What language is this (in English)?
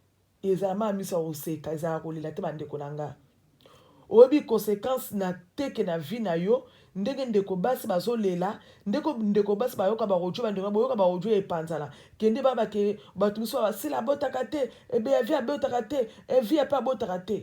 Lingala